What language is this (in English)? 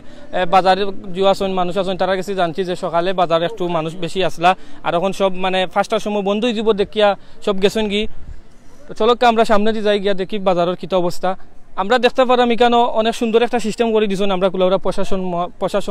Sylheti